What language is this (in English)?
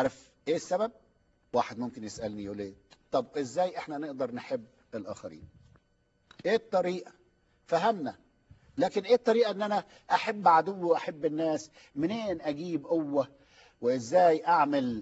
Egyptian Arabic